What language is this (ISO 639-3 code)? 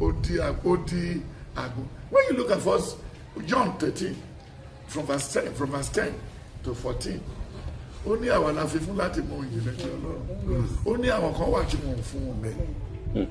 yor